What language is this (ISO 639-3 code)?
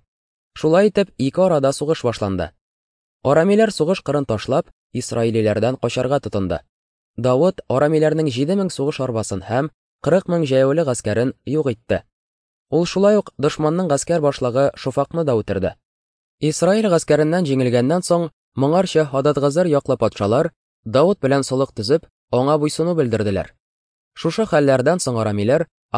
tat